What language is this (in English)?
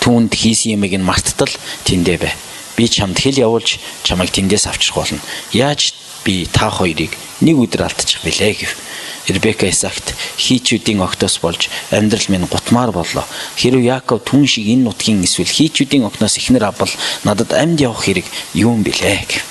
Mongolian